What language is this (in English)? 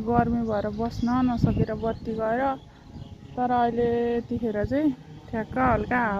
Nepali